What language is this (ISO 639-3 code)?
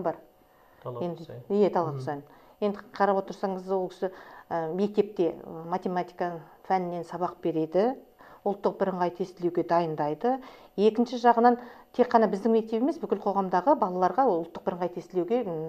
kaz